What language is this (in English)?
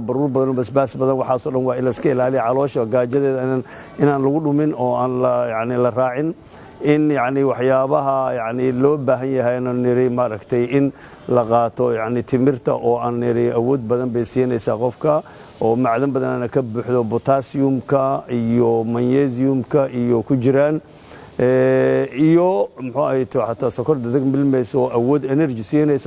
Somali